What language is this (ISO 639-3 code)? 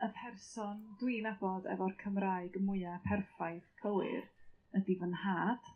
cym